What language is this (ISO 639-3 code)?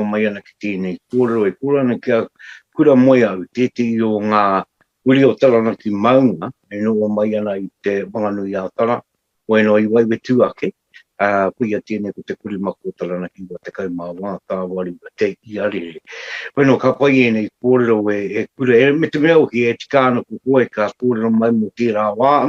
mri